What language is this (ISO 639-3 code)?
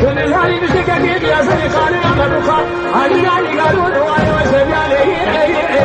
kur